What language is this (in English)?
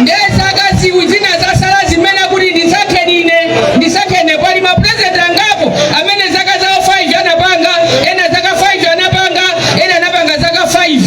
Nyanja